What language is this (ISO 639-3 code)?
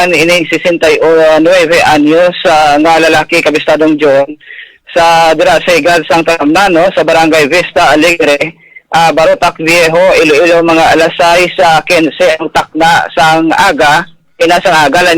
hil